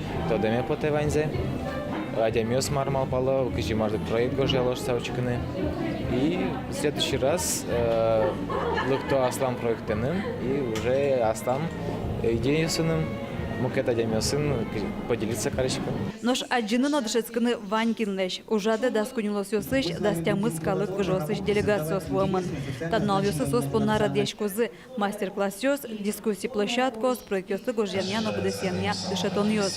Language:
Udmurt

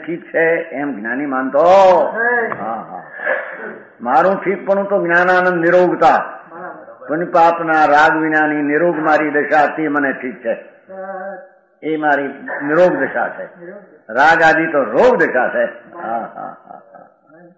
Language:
Gujarati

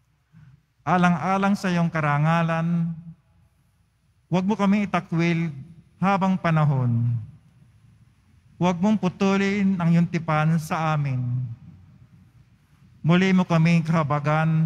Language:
Filipino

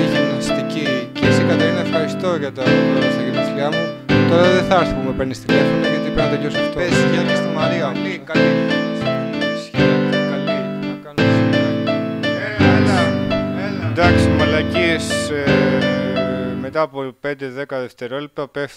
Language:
Greek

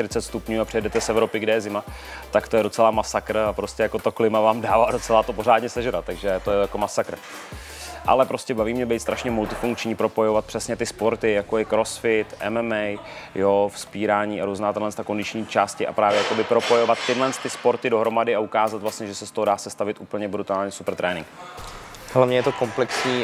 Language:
Czech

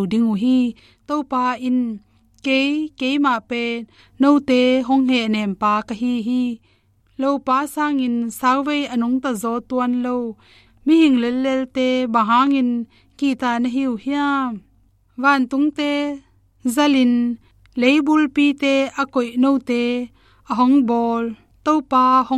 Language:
Tedim Chin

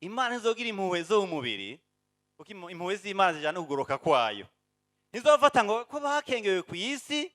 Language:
Rundi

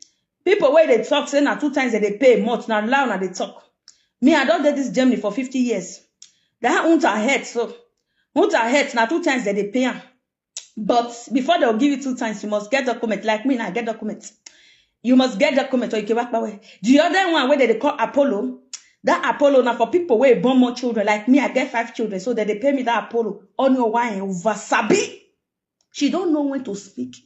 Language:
Nigerian Pidgin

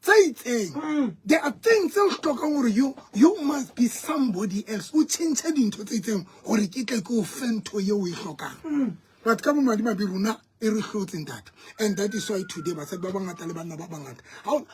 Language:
Southern Sotho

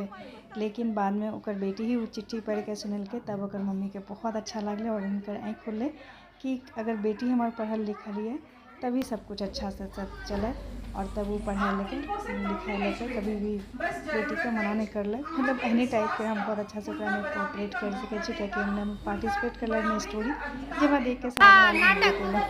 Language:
Maithili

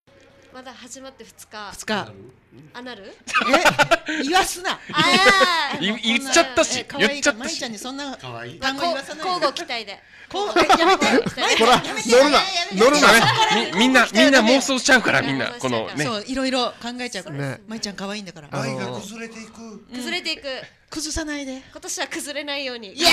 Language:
Japanese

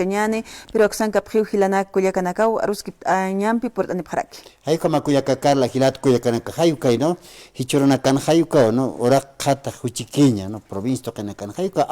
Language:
Aymara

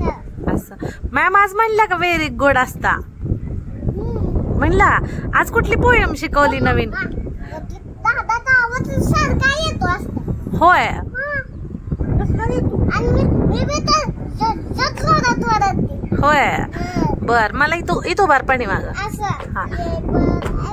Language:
Marathi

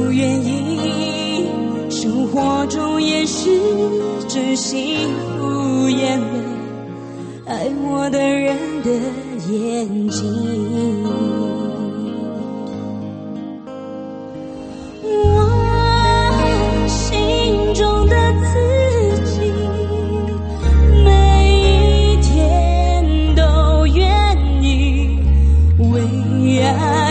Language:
Chinese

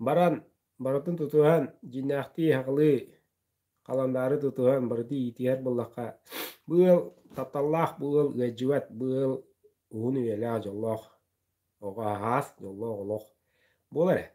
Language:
Yakut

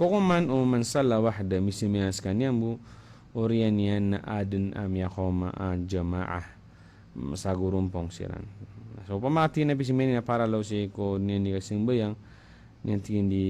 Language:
Maranao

